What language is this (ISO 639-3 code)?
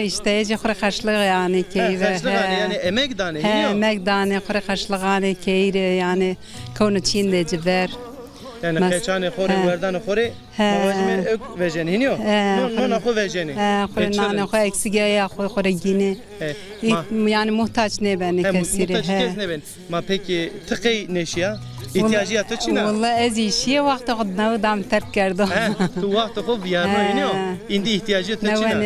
zza